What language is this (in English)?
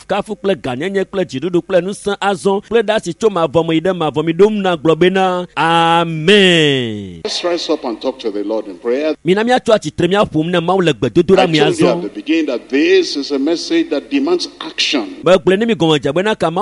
Ewe